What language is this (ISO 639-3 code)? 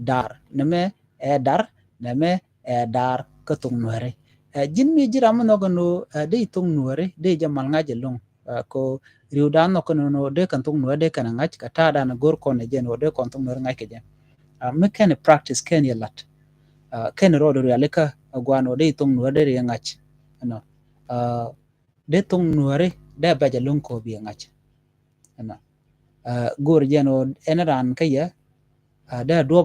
nus